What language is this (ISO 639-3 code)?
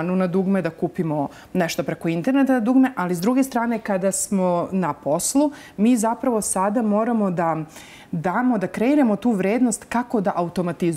srp